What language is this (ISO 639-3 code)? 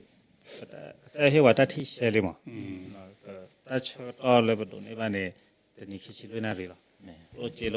ksw